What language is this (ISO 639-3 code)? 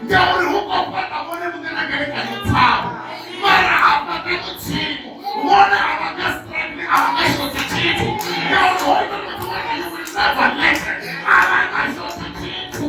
ven